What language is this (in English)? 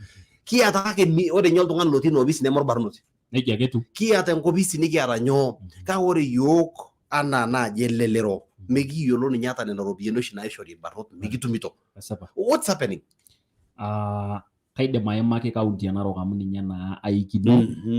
Masai